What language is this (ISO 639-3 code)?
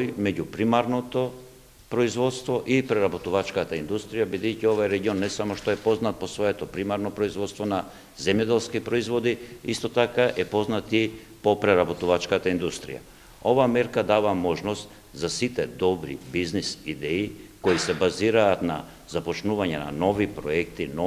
mkd